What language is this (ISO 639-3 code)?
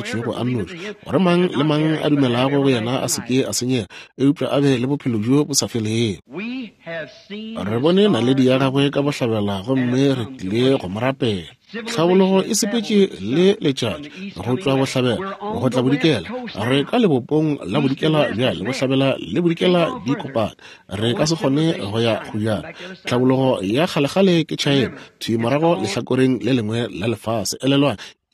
nso